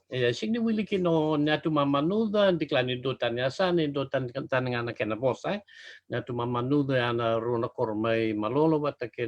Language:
Fijian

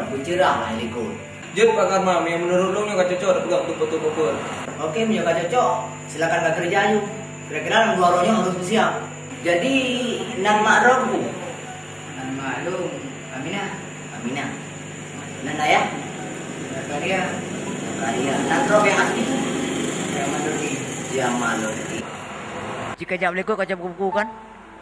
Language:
Achinese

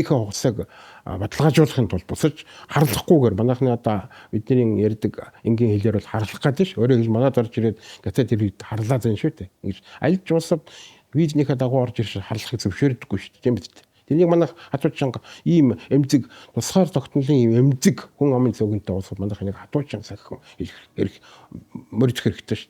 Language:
Mongolian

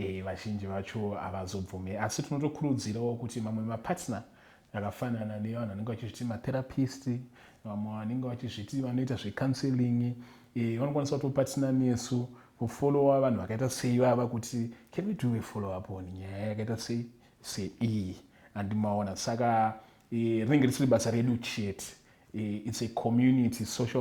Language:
Shona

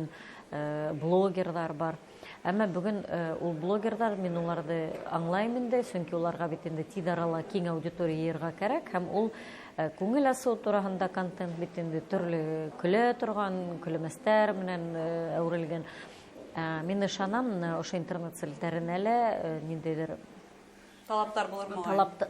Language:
Bashkir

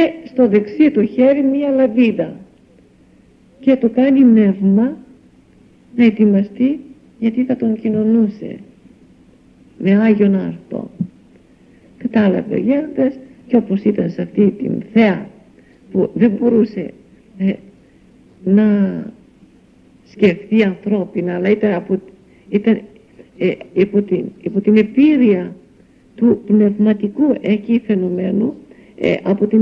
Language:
Greek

